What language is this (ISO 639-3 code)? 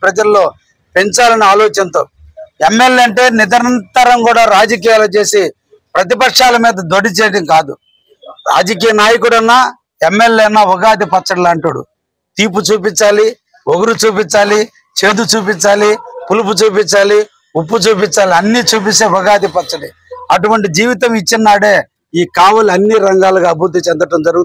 tel